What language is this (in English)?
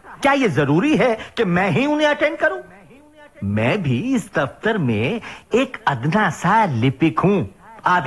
Hindi